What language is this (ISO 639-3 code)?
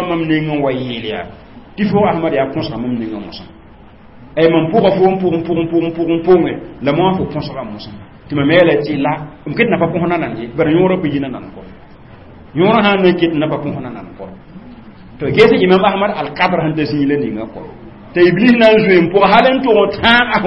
mos